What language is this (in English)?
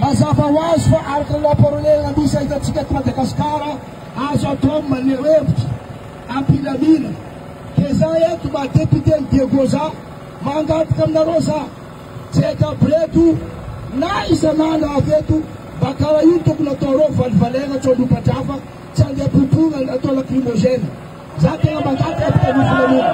Malagasy